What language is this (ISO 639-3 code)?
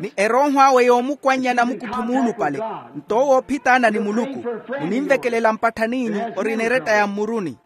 vmw